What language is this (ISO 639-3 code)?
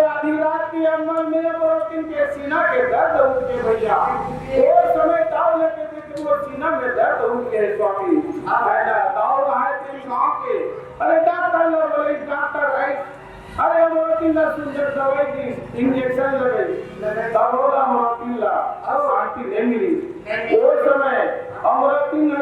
hne